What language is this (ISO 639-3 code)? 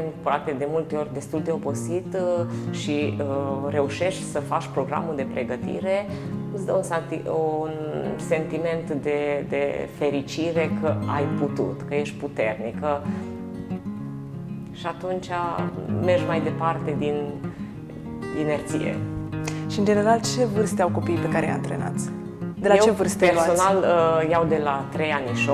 ron